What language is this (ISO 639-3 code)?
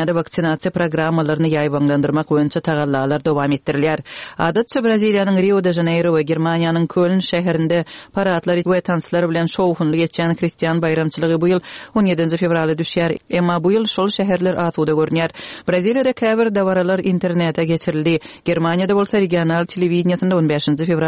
tuk